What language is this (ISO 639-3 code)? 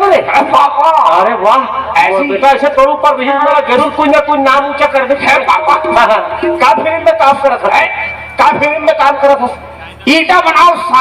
hne